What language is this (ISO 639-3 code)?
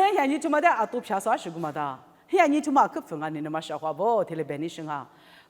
lis